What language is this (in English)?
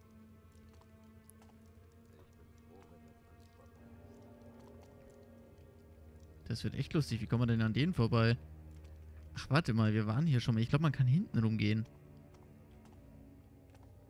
German